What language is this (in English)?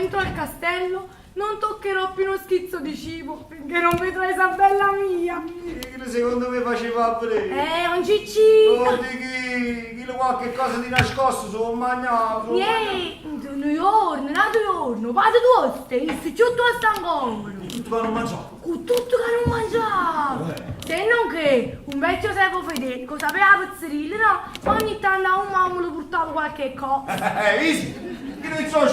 Neapolitan